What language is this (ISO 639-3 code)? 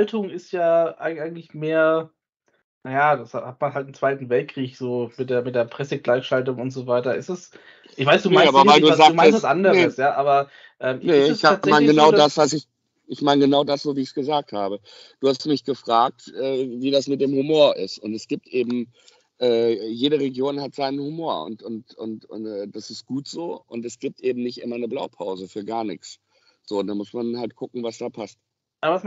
deu